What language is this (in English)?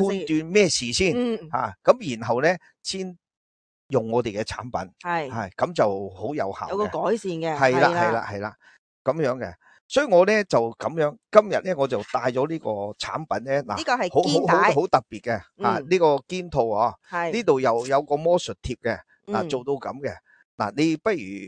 Cantonese